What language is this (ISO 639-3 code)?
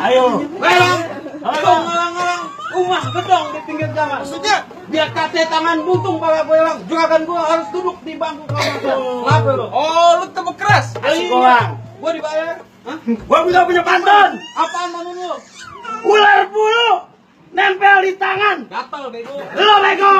bew